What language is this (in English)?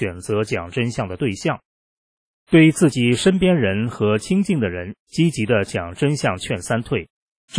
Chinese